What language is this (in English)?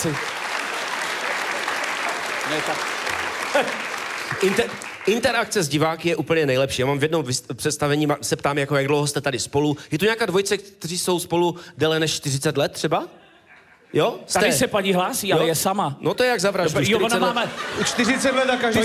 Czech